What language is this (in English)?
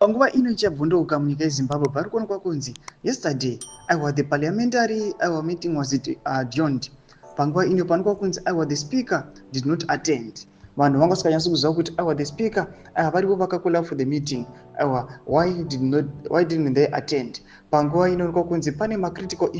Shona